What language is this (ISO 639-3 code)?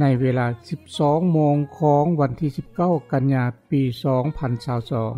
lao